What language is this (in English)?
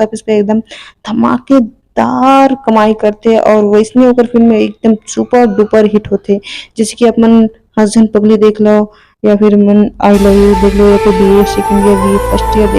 Chhattisgarhi